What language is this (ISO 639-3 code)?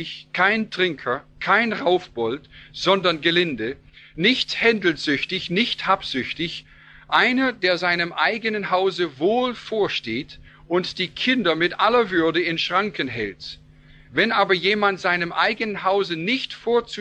deu